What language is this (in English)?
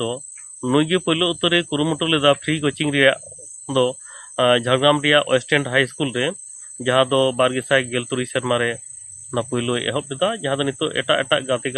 Santali